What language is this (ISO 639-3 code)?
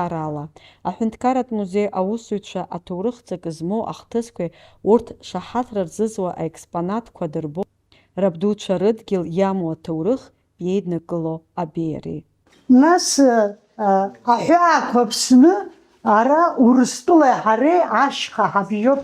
abk